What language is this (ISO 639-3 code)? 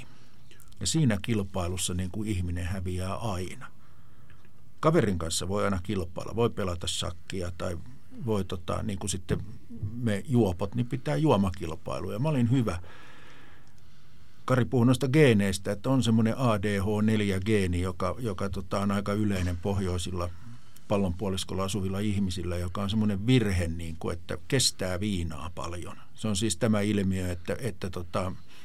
fin